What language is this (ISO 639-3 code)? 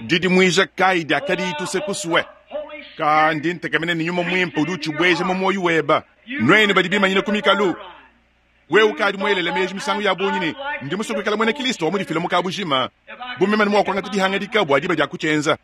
lua